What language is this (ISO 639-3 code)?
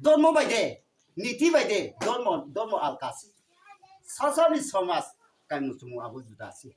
ria